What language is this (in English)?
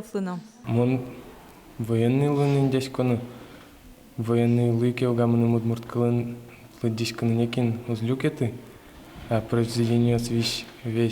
Udmurt